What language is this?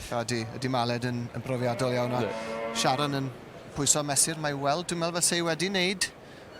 Welsh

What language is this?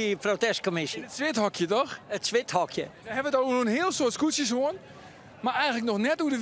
Western Frisian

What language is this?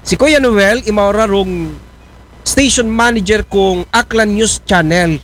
Aklanon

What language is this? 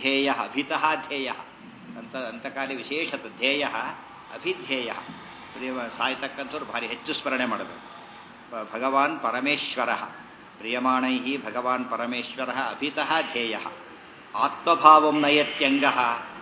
Kannada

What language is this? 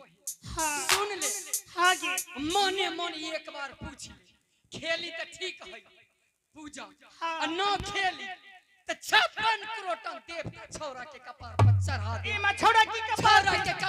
Angika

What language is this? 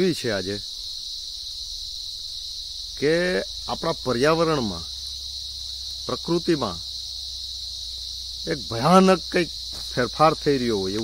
Gujarati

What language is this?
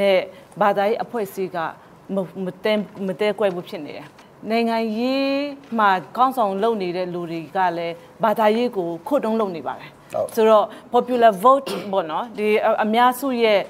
Burmese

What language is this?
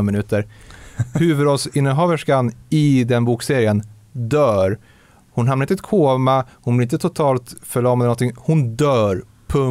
Swedish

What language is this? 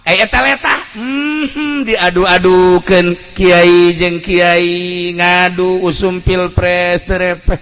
Sundanese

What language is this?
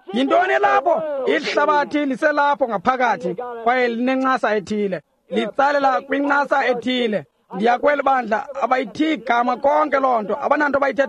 Xhosa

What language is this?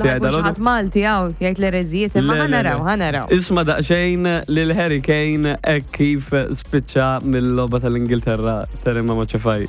Maltese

